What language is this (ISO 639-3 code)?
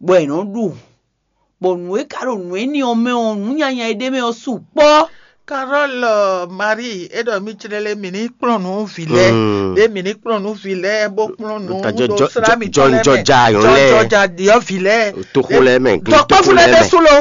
fon